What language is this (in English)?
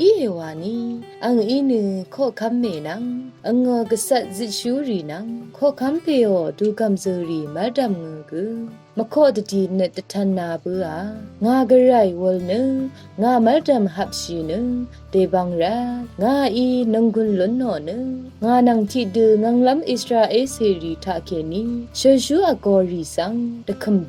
Rawang